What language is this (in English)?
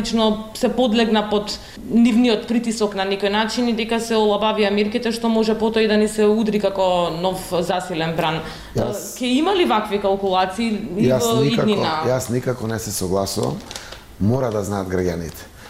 Macedonian